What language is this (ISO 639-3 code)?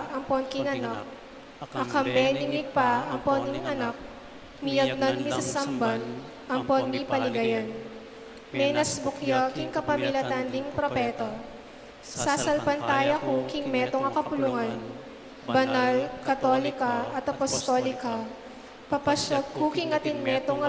pam